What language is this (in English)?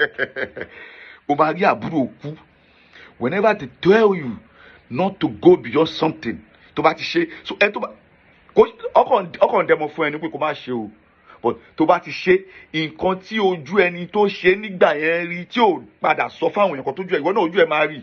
Yoruba